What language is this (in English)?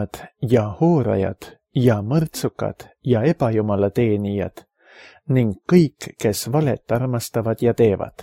Estonian